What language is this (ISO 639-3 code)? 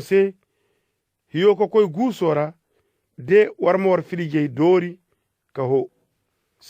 ses